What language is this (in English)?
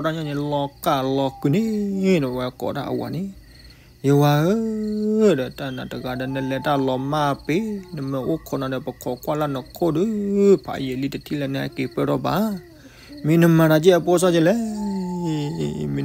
S'gaw Karen